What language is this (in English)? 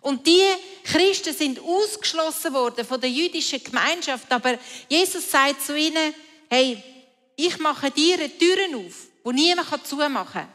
Swiss German